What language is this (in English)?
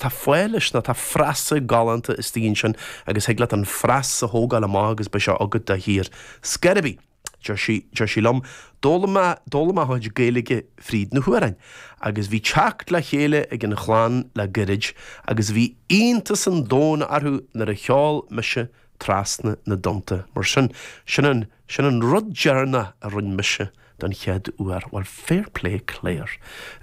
Irish